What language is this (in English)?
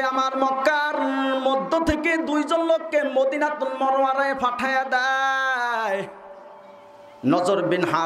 Bangla